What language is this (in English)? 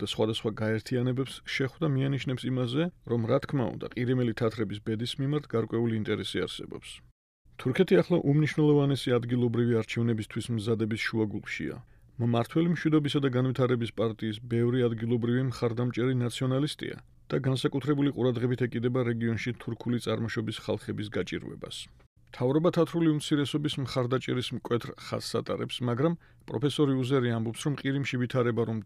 Georgian